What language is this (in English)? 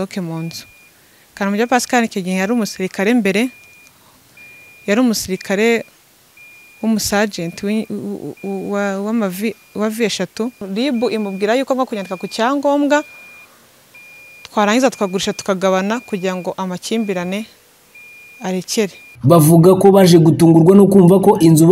Kinyarwanda